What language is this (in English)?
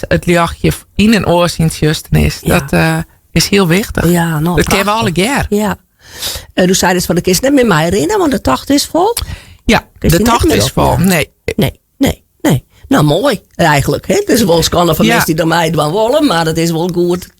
Western Frisian